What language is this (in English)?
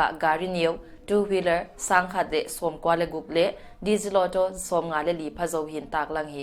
Paite Chin